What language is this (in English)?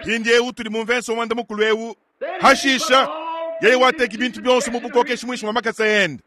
Luba-Lulua